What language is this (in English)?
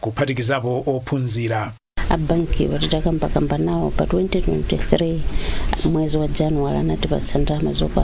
Nyanja